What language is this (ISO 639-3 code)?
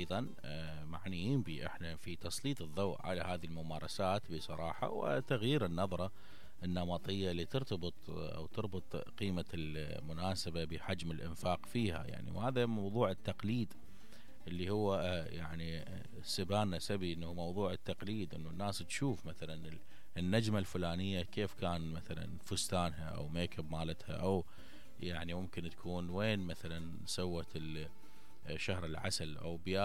acm